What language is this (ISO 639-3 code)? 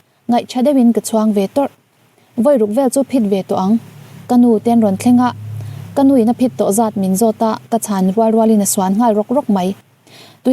lus